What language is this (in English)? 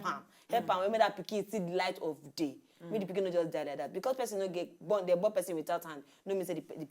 Nigerian Pidgin